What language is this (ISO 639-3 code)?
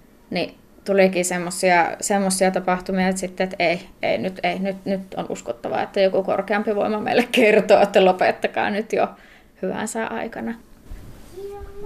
fin